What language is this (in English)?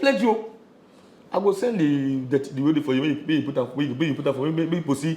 Nigerian Pidgin